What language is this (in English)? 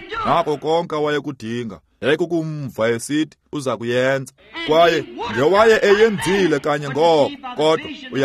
Xhosa